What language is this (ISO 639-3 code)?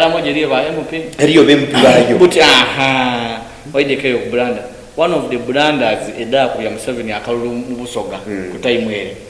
xog